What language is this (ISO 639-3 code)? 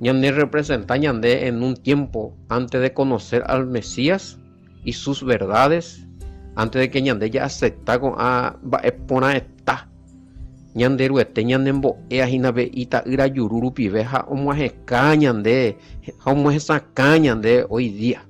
grn